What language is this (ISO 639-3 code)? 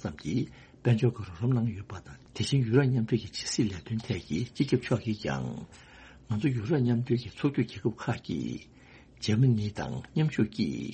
bod